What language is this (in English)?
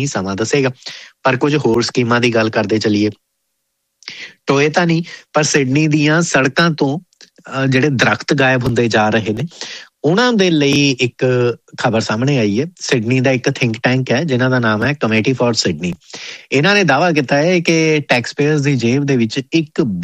Punjabi